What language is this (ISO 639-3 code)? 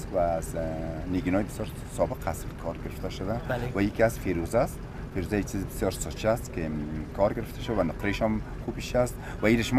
fas